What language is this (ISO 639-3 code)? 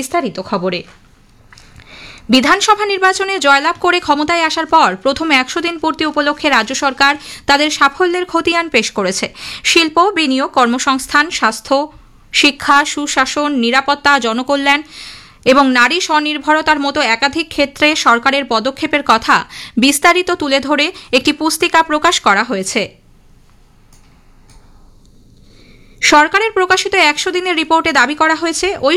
ben